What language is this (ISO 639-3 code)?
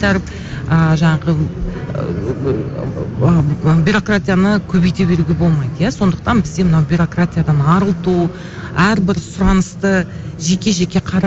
kaz